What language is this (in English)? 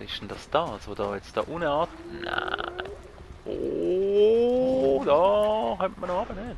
Swiss German